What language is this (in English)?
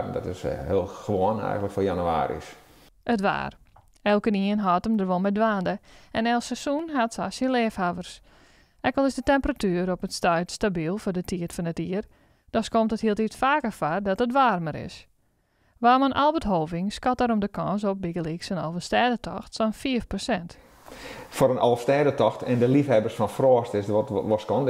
Western Frisian